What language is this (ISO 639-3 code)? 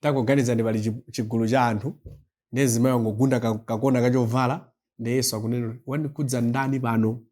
nya